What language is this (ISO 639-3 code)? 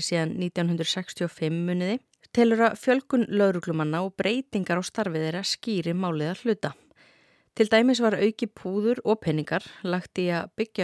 isl